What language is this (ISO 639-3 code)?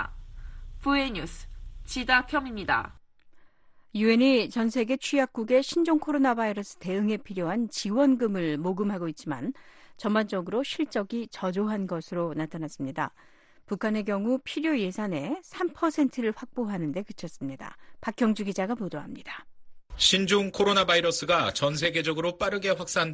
kor